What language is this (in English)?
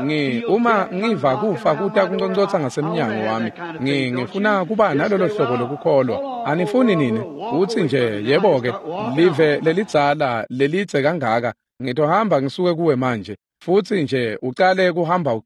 Swati